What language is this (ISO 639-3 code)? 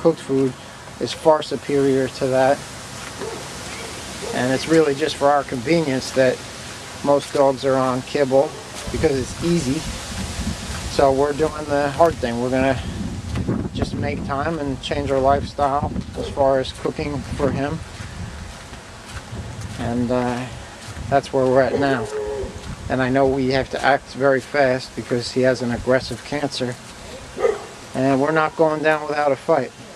eng